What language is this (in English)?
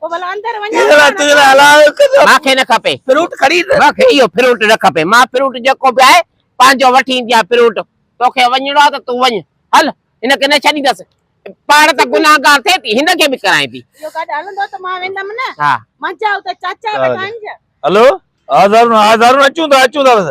Sindhi